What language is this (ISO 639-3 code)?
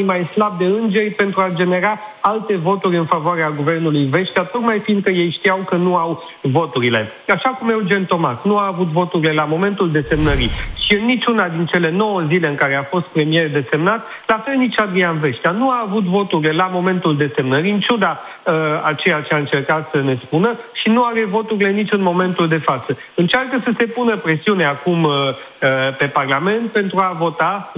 ron